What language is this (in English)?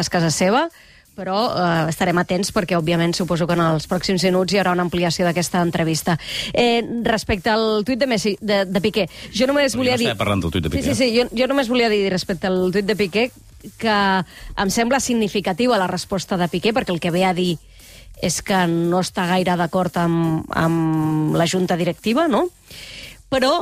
Catalan